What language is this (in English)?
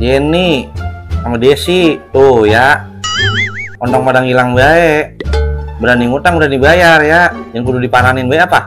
Betawi